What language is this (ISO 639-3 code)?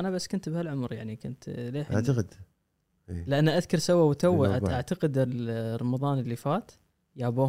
afb